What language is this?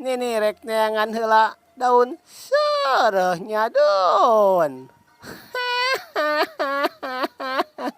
Sundanese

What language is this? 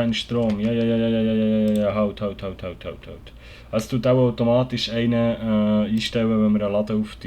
Swiss German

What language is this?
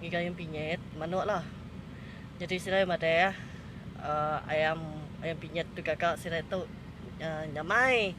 Iban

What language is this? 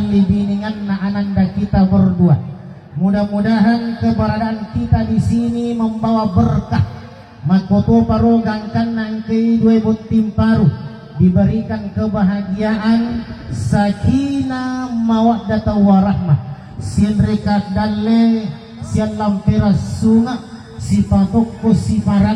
Buginese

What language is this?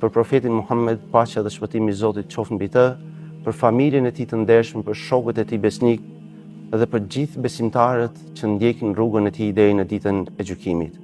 Albanian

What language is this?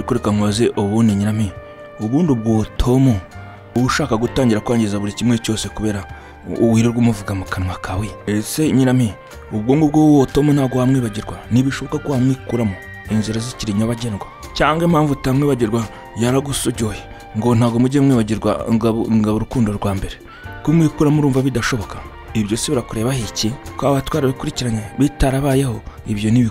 Kinyarwanda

